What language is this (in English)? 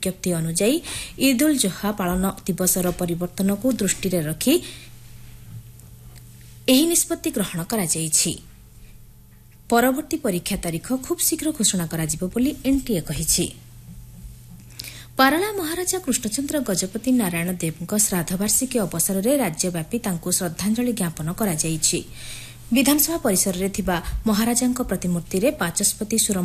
Odia